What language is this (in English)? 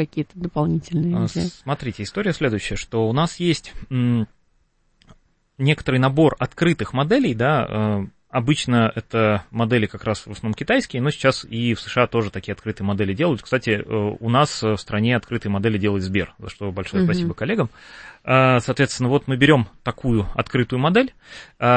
Russian